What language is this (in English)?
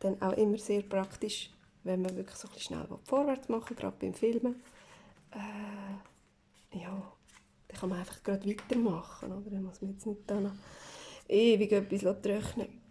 Swiss German